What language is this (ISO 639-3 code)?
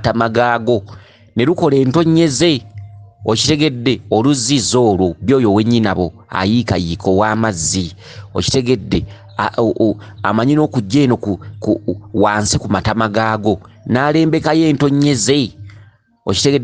lug